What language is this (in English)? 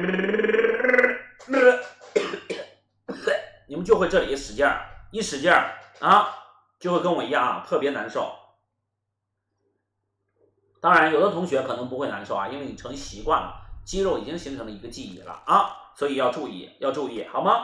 Chinese